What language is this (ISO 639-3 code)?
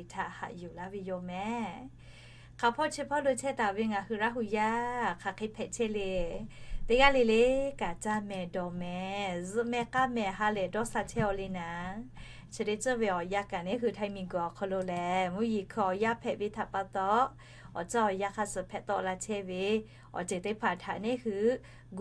lhu